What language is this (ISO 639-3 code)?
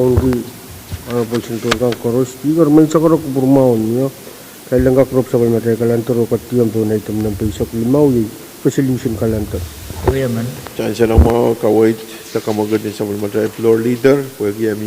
pon